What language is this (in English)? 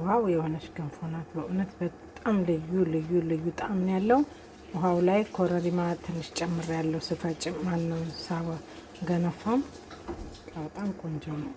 Amharic